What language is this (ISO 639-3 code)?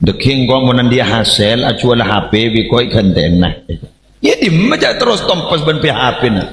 mad